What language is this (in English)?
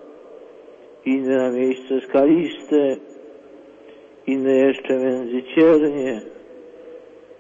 Polish